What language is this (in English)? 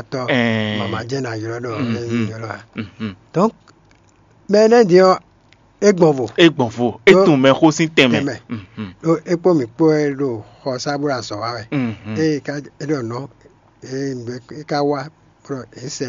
Fon